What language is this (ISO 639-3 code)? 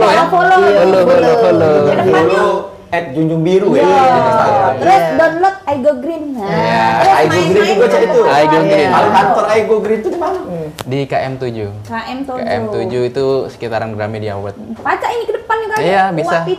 mui